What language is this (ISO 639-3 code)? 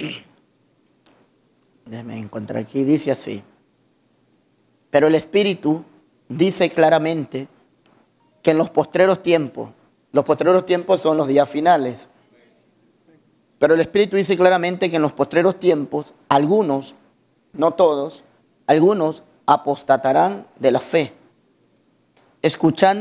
spa